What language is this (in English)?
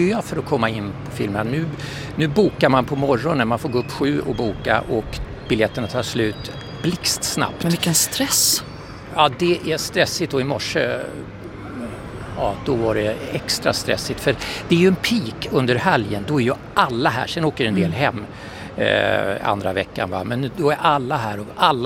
Swedish